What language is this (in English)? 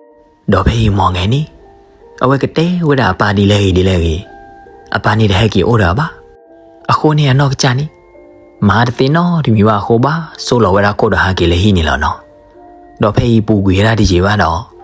S'gaw Karen